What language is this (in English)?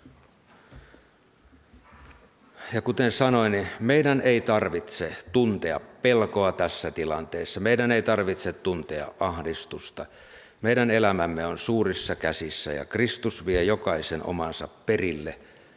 Finnish